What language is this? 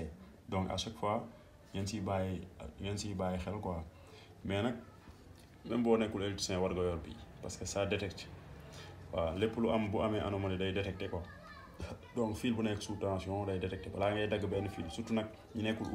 Wolof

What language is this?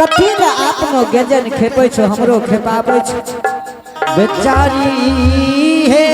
Angika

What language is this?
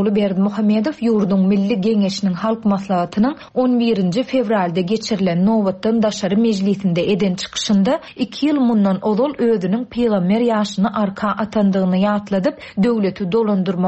Turkmen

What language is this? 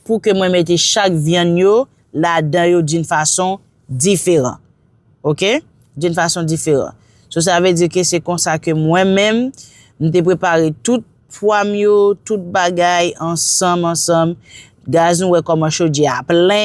Haitian Creole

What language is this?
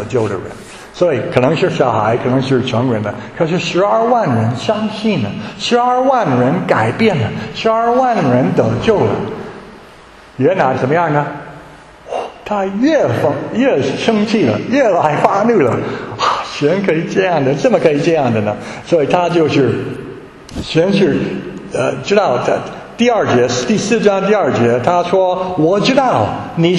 Chinese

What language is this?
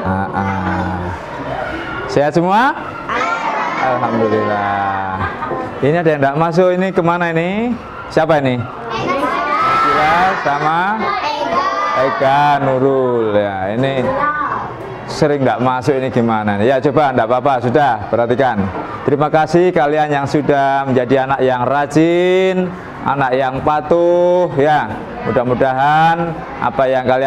Indonesian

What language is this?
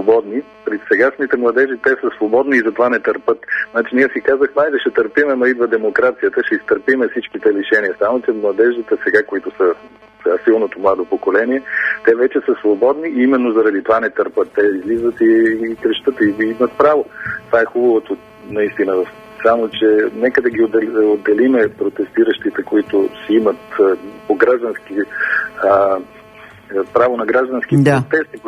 Bulgarian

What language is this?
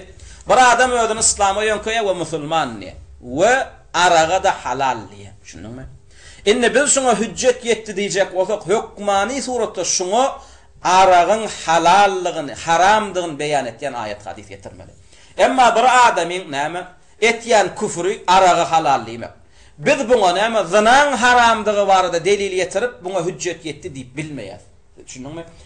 Turkmen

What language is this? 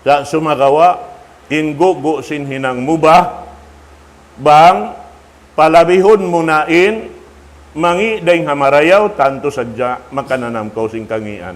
Tausug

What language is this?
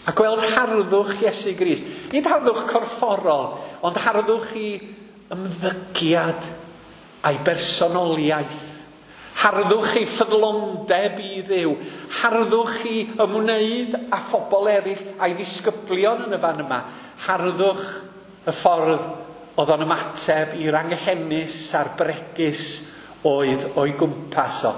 Welsh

